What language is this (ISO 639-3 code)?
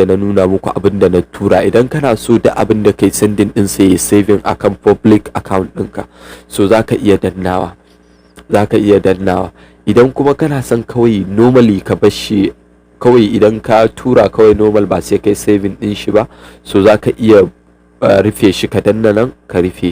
hau